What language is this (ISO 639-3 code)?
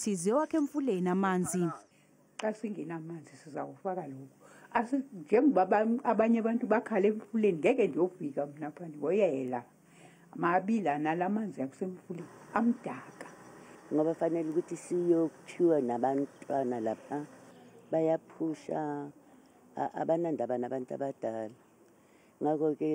zul